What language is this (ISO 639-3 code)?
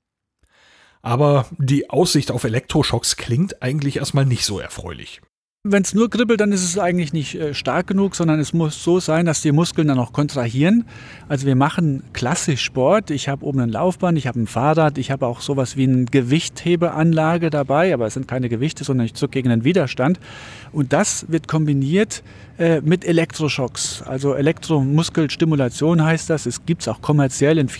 deu